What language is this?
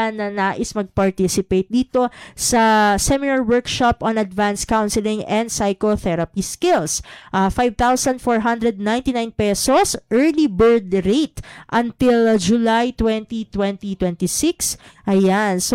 Filipino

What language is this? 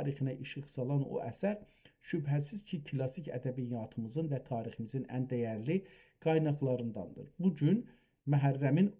South Azerbaijani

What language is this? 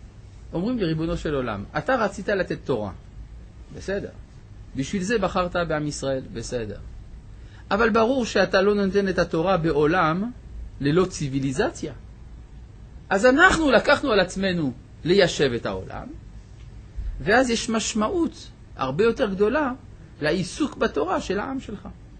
Hebrew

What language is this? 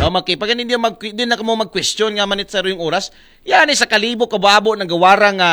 Aklanon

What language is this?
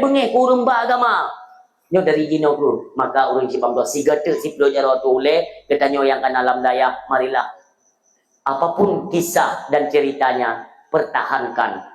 Achinese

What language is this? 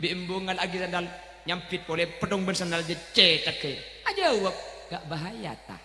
Madurese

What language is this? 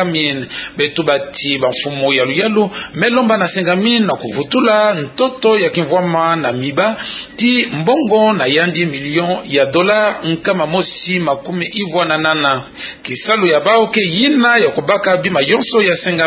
Kituba (Democratic Republic of Congo)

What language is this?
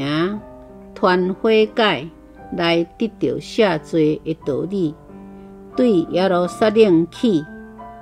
Min Nan Chinese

